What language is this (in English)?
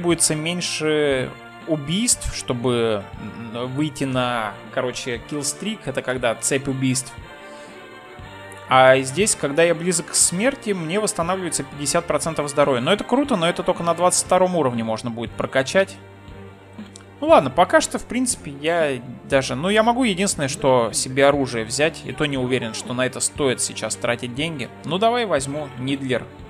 Russian